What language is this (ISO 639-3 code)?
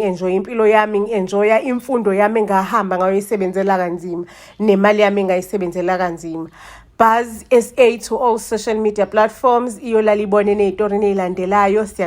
zul